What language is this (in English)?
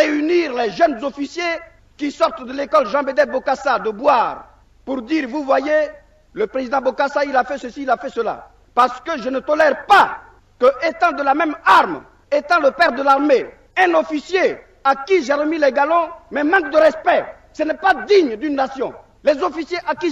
French